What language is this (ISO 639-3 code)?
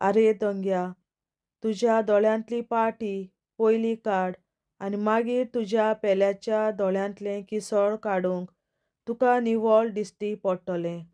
kok